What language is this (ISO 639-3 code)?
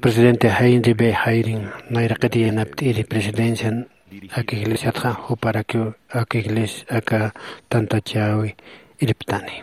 aym